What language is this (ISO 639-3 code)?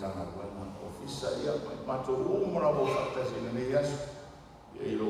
smo